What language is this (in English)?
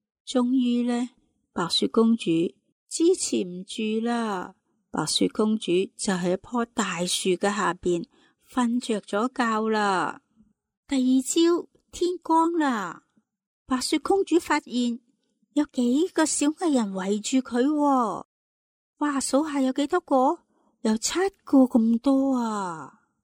Cantonese